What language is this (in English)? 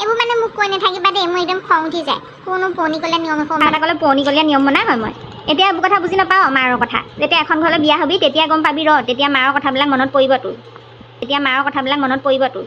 Assamese